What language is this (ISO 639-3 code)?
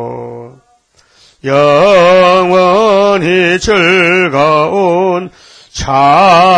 kor